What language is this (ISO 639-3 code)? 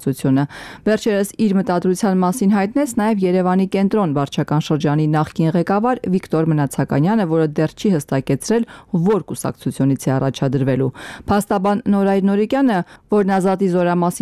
hye